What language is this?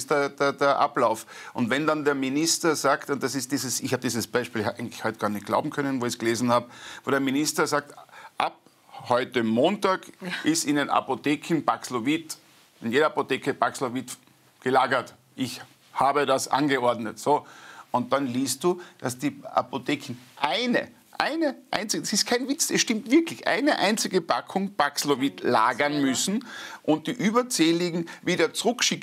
German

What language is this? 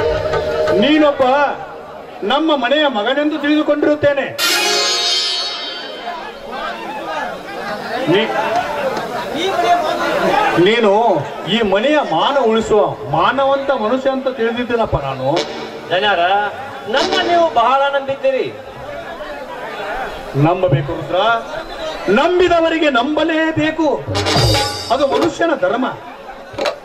Kannada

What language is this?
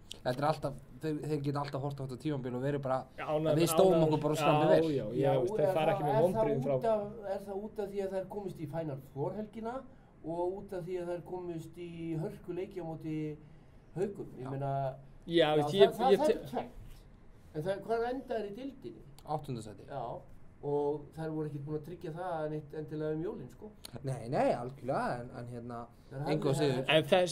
Icelandic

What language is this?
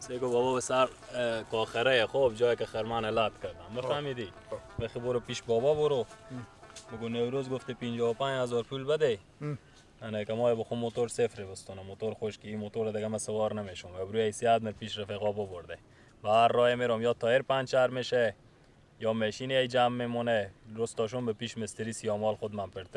Persian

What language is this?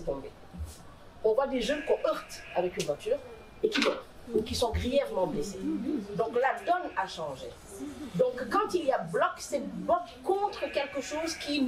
French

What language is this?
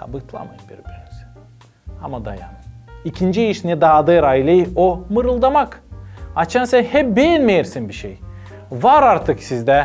Gagauz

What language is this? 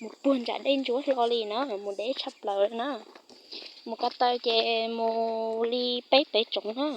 Hmong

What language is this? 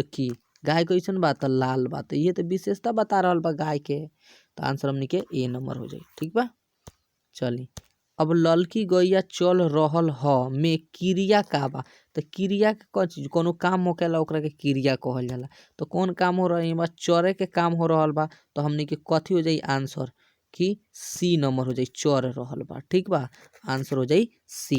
Bhojpuri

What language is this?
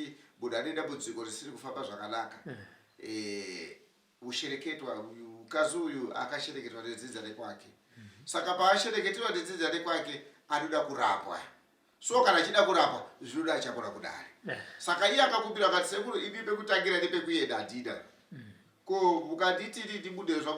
Shona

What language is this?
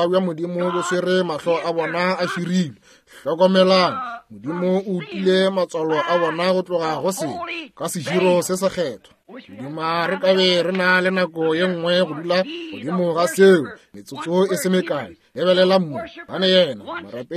Northern Sotho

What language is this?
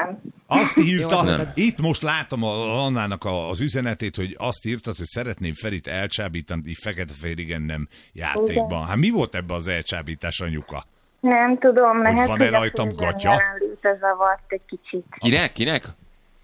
Hungarian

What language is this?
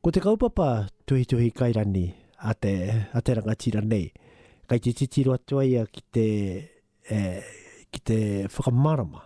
Māori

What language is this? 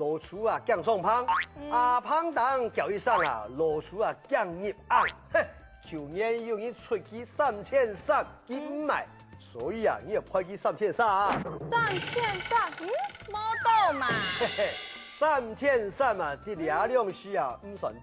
Hakka Chinese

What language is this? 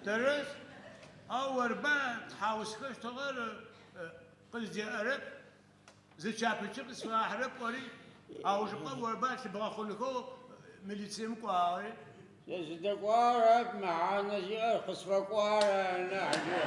Adyghe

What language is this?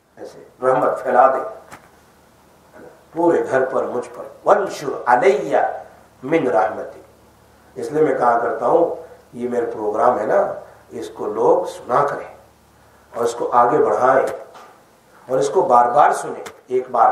Urdu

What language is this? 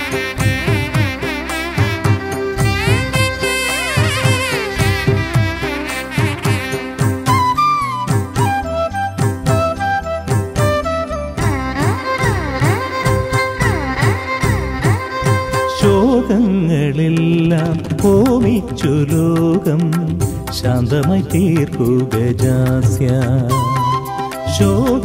Malayalam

